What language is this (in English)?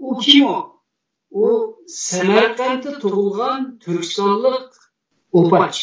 Uyghur